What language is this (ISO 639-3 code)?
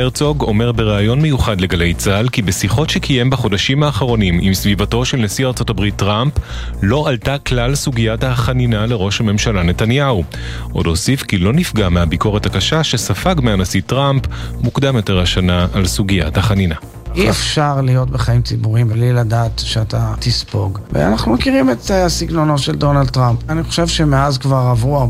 heb